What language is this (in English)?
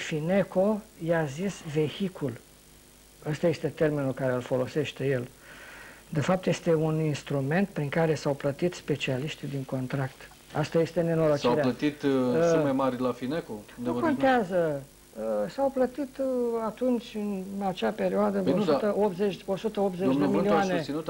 Romanian